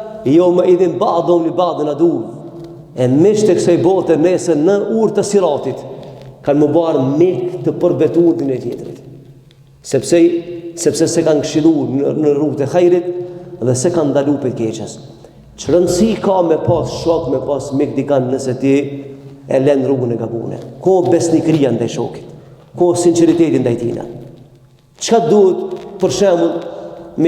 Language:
Albanian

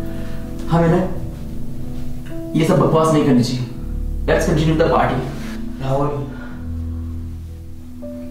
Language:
Hindi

